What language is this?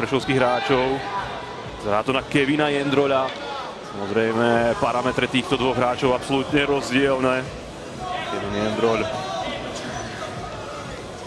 Slovak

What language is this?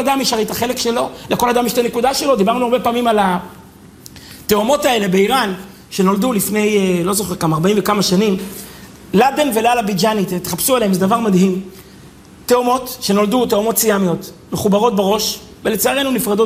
Hebrew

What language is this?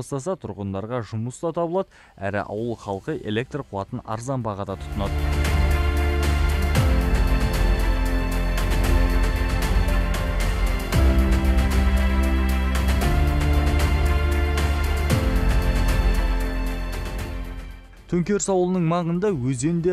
Kazakh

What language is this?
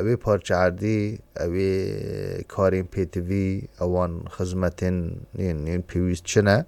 Kurdish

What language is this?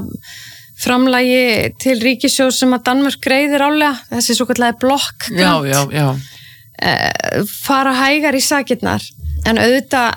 Icelandic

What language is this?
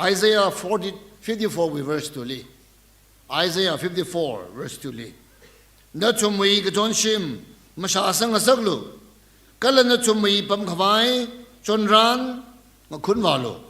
Tangkhul Naga (India)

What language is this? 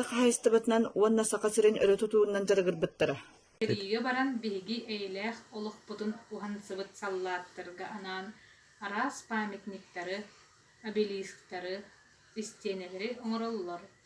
Yakut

